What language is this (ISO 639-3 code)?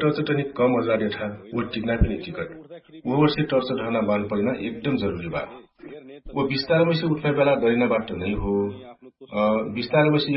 thl